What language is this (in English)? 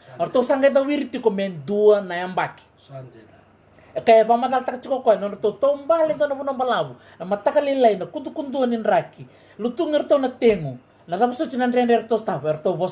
Fijian